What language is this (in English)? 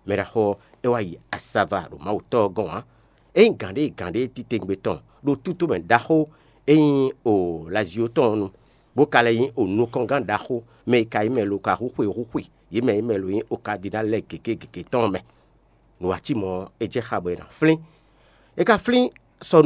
Fon